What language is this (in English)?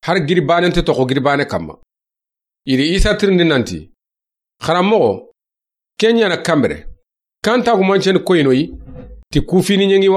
Soninke